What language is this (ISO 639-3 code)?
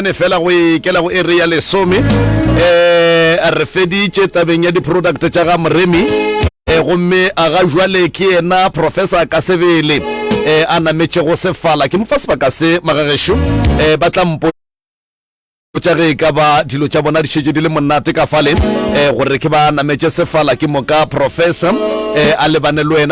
nso